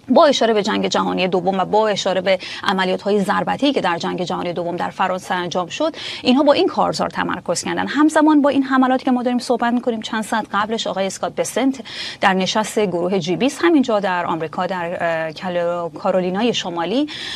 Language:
Persian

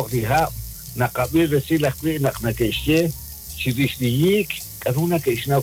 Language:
Kekchí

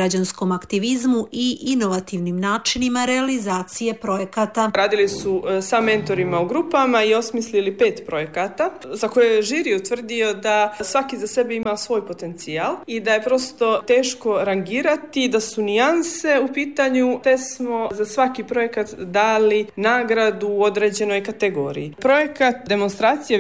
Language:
Bosnian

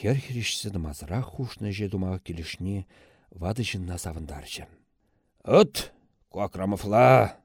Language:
Chuvash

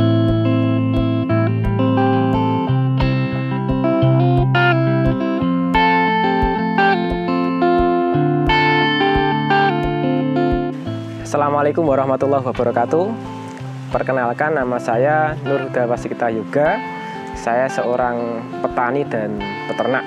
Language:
Indonesian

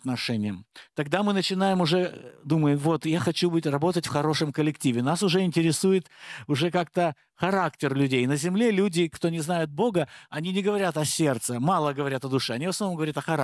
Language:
Russian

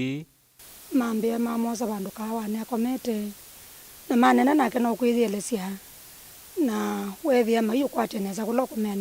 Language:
Kamba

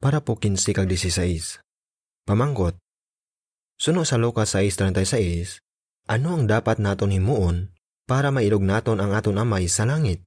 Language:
Hiligaynon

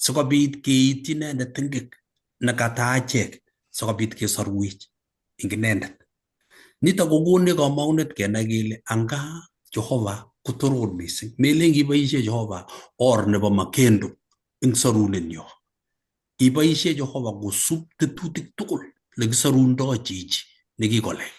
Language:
Kalenjin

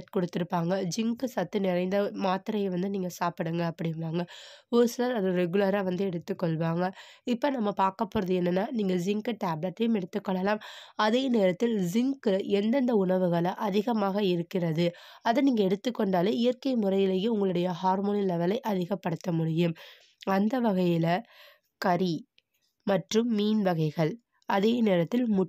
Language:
Tamil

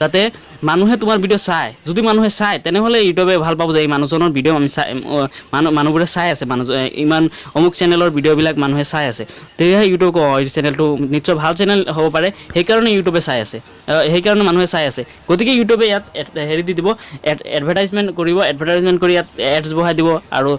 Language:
Assamese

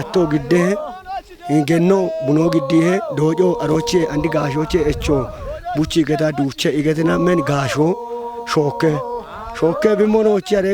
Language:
Kafa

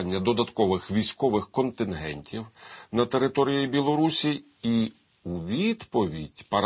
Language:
Ukrainian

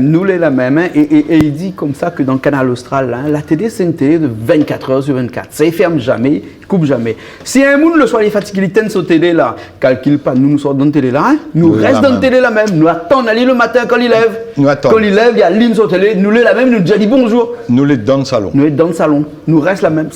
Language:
Réunion Creole French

